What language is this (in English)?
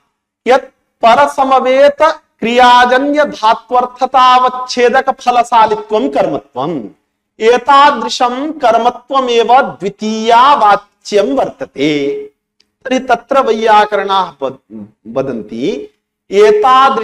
Sanskrit